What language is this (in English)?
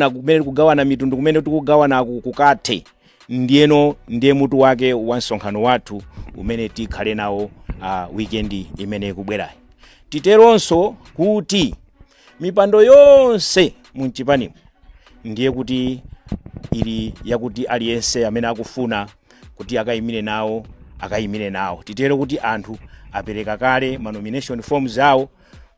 Nyanja